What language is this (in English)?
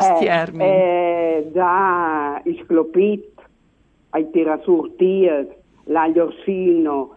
Friulian